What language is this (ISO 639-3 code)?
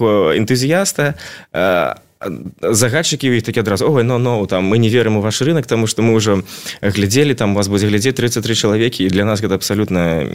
bel